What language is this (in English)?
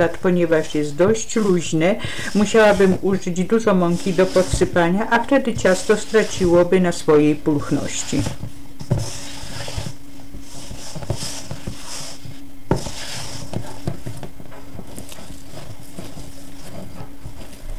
Polish